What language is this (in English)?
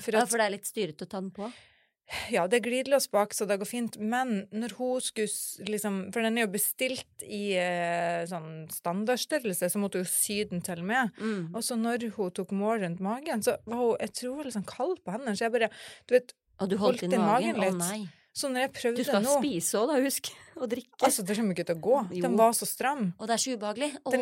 Norwegian